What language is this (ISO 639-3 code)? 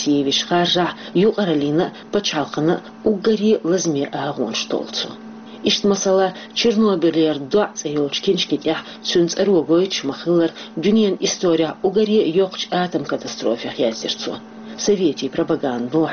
che